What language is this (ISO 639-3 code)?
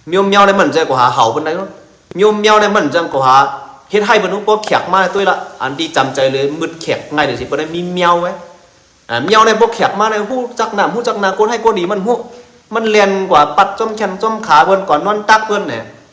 shn